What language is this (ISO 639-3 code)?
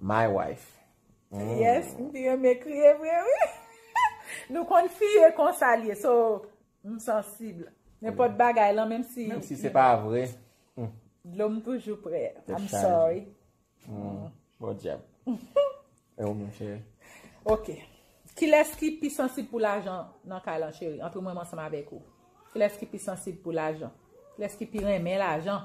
hat